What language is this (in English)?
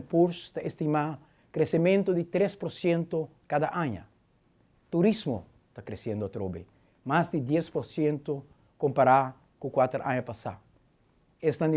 Papiamento